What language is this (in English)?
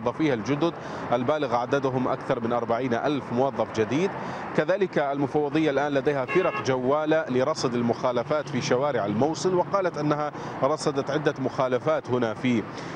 Arabic